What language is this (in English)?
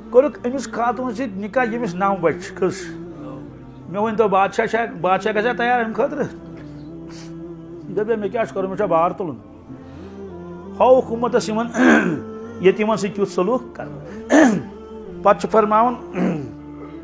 Kashmiri